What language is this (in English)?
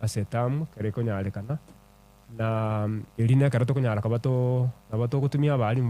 Gusii